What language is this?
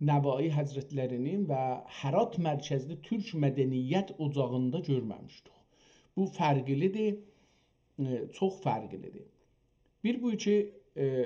South Azerbaijani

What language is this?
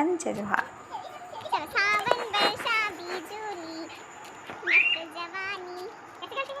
Chhattisgarhi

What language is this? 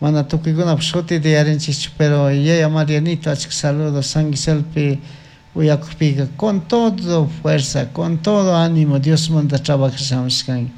Chimborazo Highland Quichua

